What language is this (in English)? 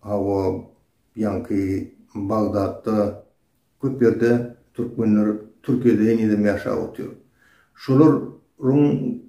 Turkmen